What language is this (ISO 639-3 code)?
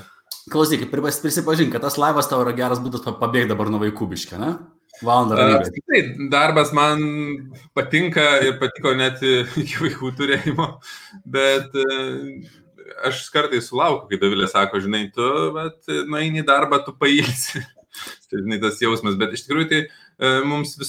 lit